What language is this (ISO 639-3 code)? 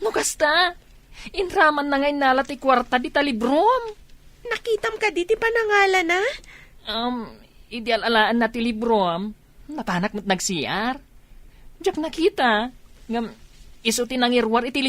ilo